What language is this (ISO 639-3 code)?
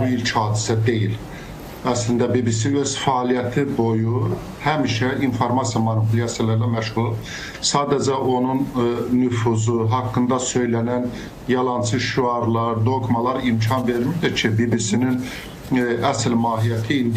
aze